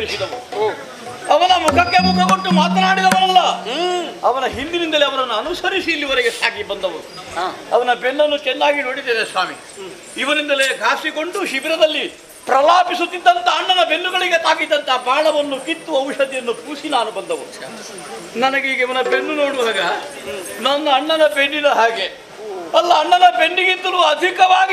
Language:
Kannada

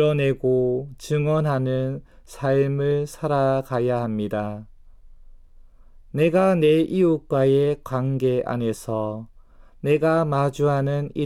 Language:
Korean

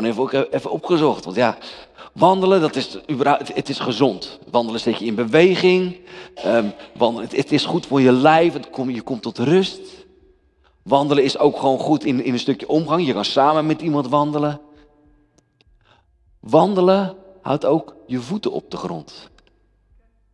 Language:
Dutch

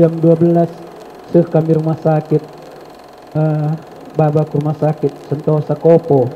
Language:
Batak Karo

